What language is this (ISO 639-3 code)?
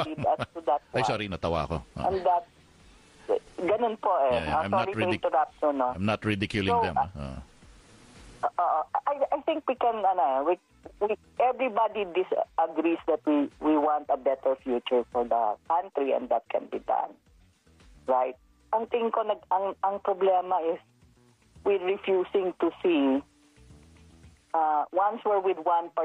fil